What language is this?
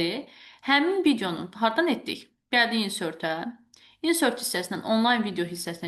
Azerbaijani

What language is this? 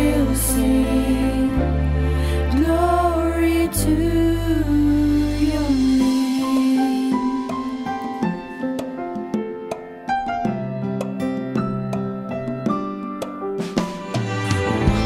English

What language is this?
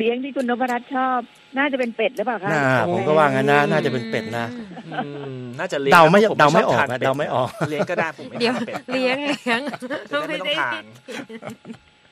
Thai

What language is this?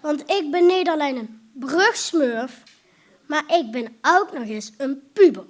Limburgish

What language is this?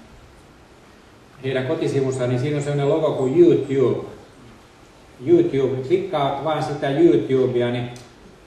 Finnish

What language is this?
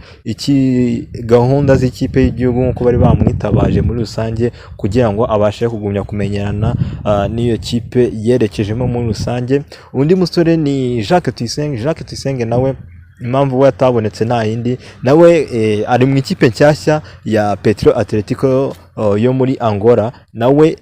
Kinyarwanda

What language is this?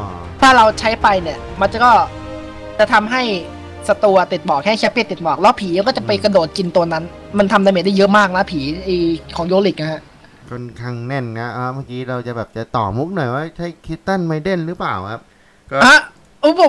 Thai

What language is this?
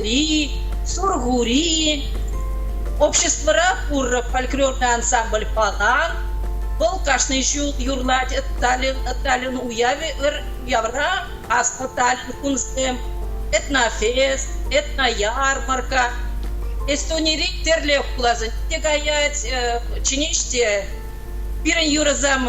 Chuvash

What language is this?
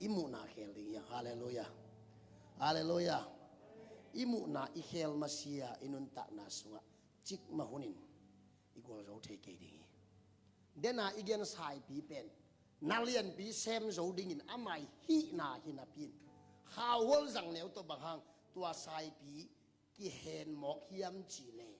Tedim Chin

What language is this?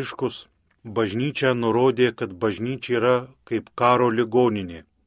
Lithuanian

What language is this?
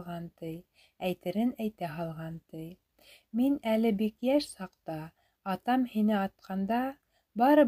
Bashkir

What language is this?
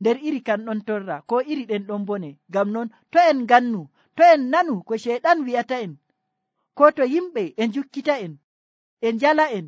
Nigerian Fulfulde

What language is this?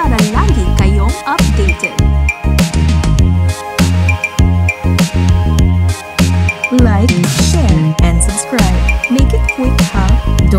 Filipino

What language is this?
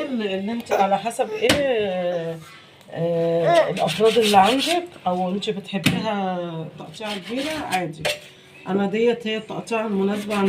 Egyptian Arabic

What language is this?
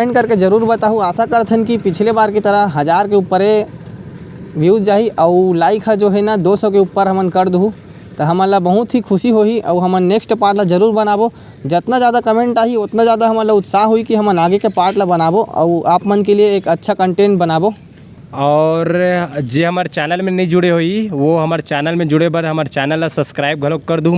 Chhattisgarhi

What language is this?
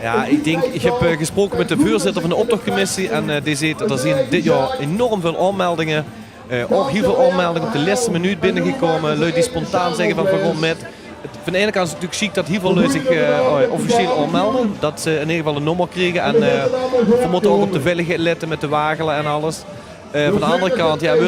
Limburgish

